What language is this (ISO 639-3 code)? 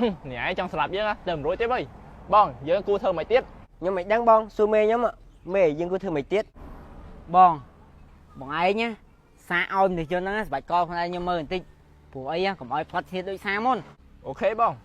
khm